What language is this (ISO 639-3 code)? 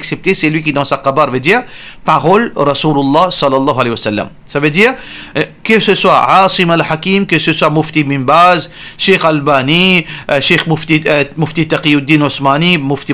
mfe